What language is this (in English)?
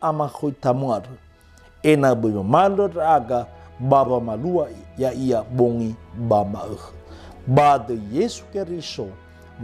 Nias